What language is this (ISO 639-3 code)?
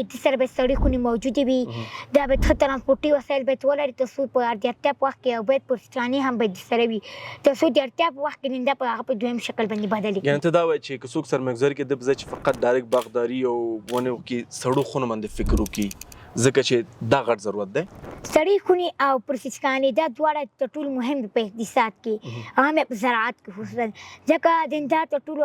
pus